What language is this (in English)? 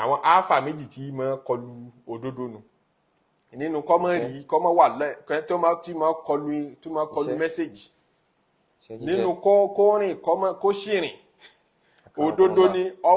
Yoruba